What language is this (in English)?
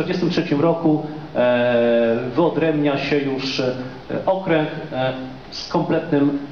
Polish